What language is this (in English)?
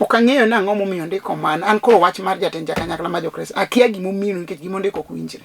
Luo (Kenya and Tanzania)